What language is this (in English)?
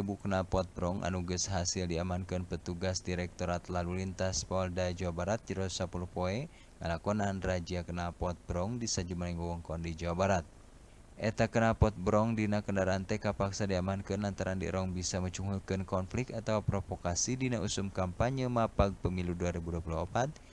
Sundanese